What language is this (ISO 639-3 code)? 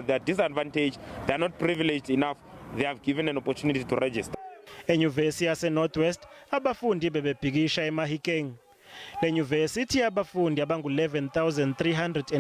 zul